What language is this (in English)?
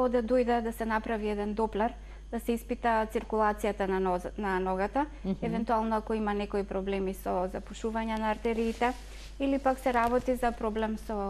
Macedonian